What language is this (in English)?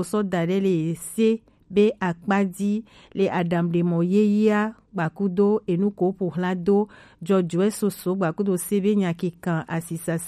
Gen